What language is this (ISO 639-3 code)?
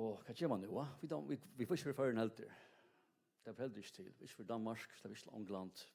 fao